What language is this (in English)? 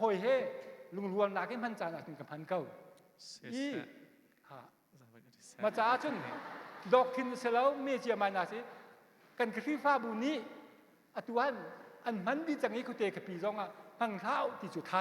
Hakha Chin